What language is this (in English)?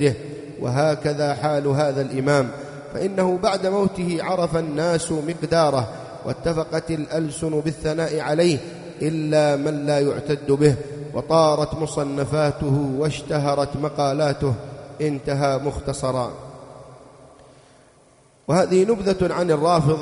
Arabic